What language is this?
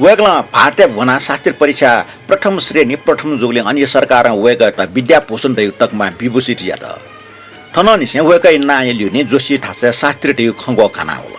Newari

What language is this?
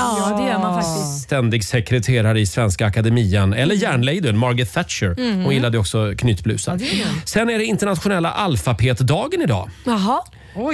Swedish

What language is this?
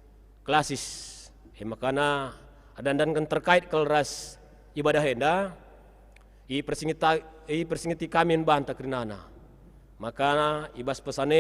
Batak Karo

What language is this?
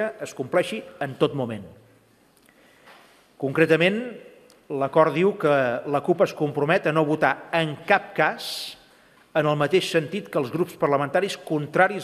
Catalan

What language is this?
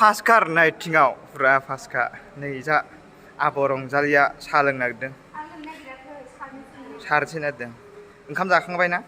Bodo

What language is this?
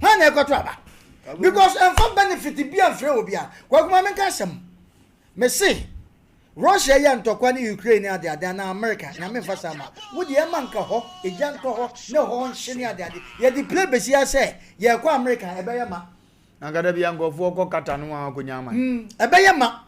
Akan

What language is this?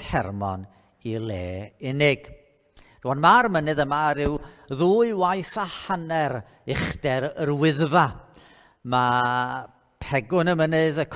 Welsh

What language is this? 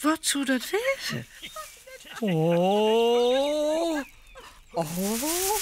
Western Frisian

